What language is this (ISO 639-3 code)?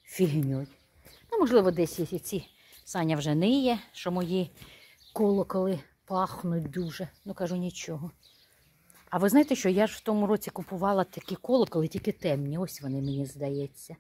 ukr